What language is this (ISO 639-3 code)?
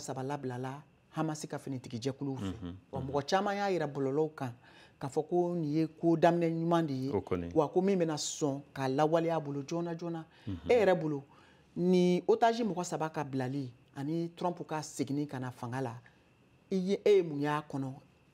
bam